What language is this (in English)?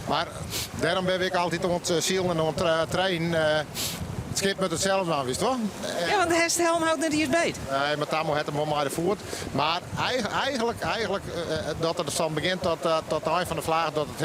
Western Frisian